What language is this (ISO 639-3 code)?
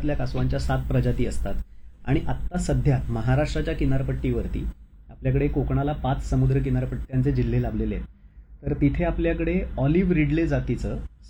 mar